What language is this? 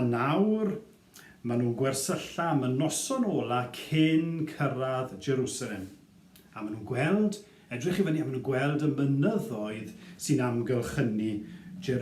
Welsh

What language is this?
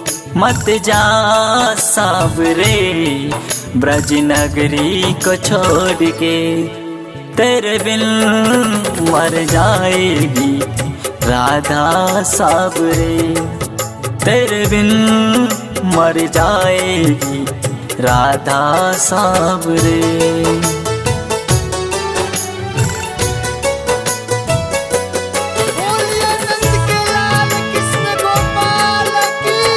Bhojpuri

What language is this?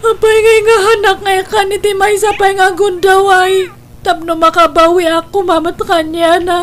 Iloko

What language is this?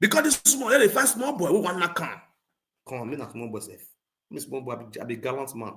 Nigerian Pidgin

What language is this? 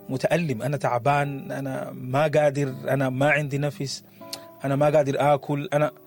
Sudanese Arabic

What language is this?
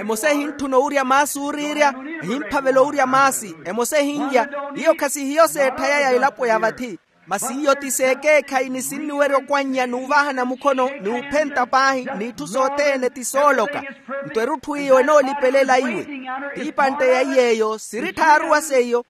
Makhuwa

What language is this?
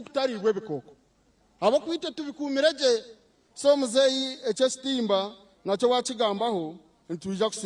Nyankole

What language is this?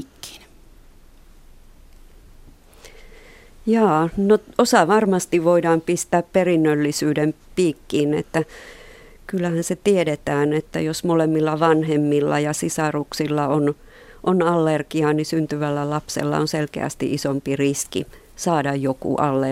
Finnish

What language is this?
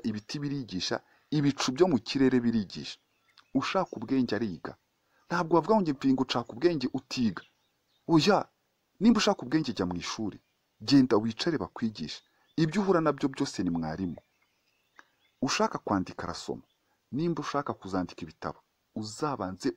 Kinyarwanda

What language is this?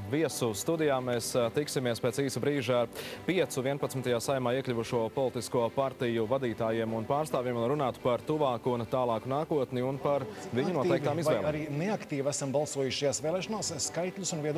Latvian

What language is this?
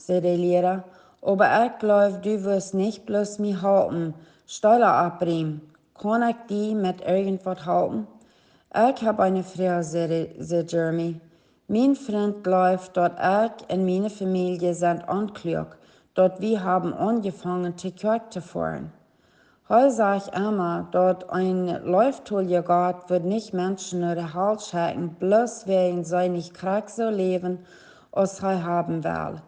Plautdietsch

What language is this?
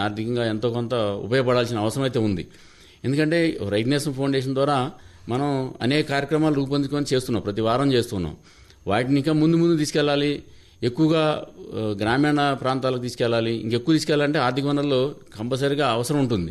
Telugu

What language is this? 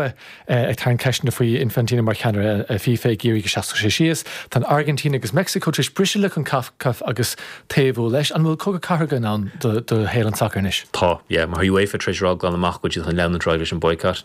Irish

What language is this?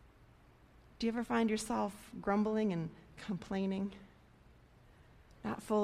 English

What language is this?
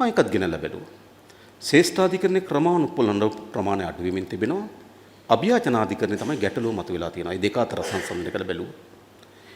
Sinhala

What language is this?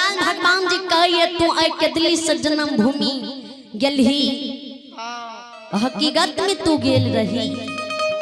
Maithili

